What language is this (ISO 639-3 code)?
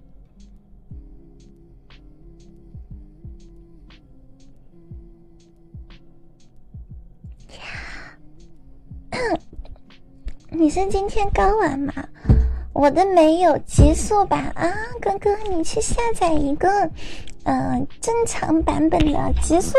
zho